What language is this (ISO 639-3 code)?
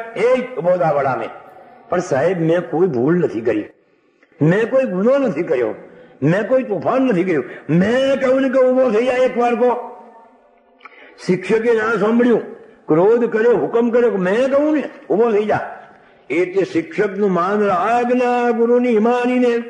guj